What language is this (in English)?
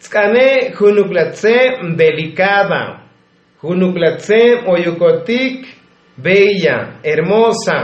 Tzotzil